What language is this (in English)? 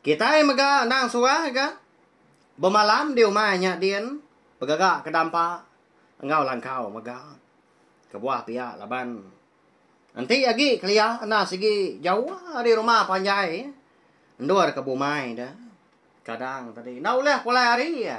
Iban